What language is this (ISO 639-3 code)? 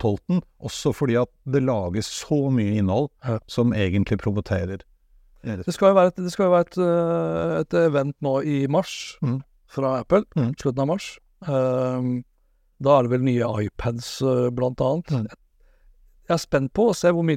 nor